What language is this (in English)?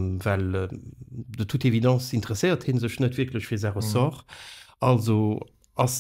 Luxembourgish